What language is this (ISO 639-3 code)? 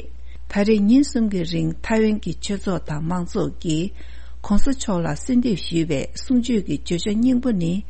bod